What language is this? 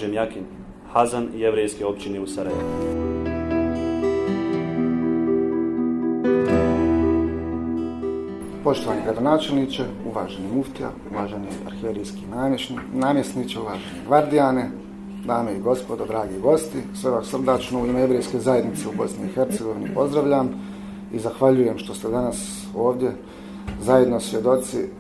Bosnian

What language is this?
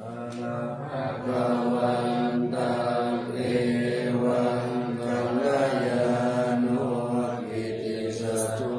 Pali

